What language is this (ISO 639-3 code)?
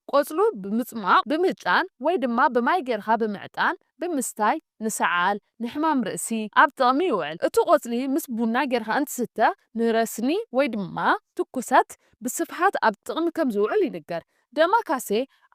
tir